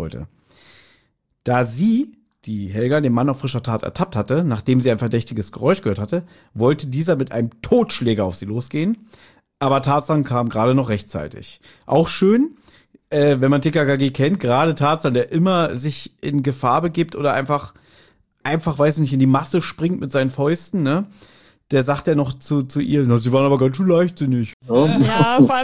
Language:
German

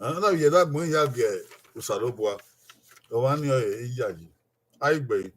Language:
Bini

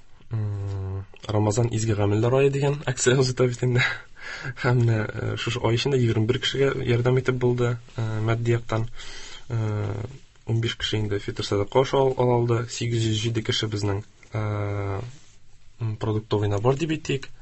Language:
Tatar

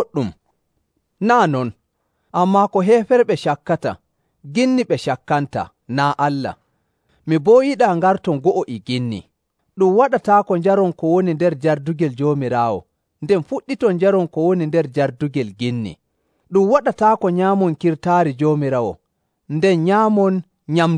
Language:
Nigerian Fulfulde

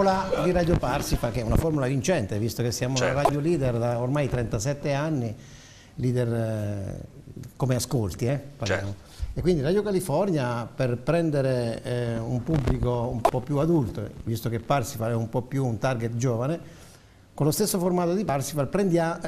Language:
Italian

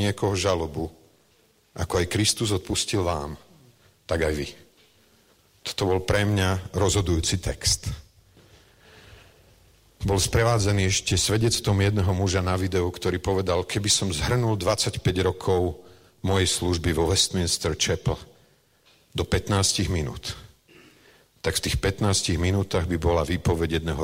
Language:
Slovak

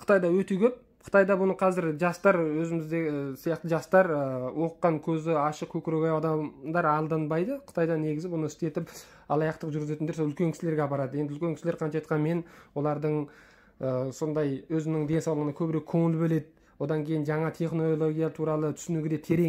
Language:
Kazakh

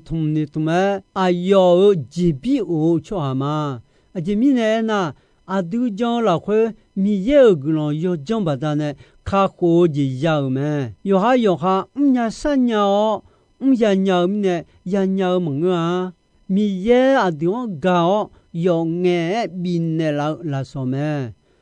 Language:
Akha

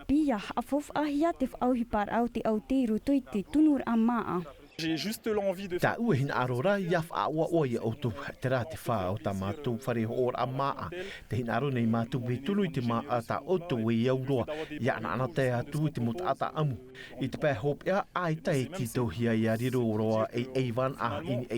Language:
Tahitian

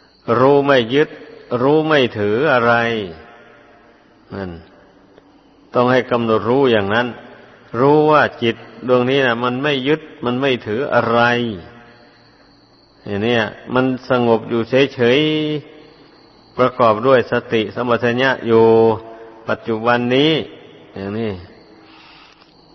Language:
Thai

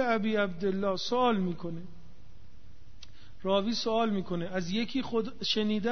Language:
Persian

